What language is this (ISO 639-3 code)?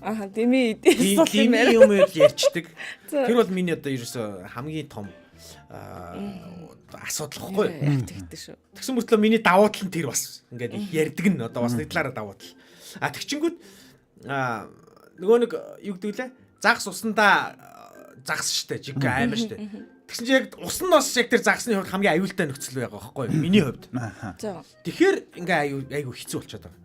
mon